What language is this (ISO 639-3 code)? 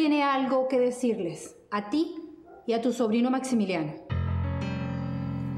spa